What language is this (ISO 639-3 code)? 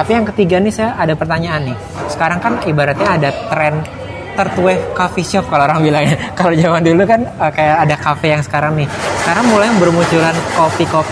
ind